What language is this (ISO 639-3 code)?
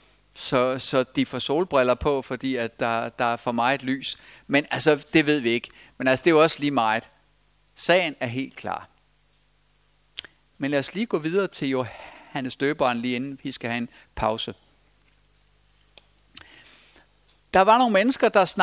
dan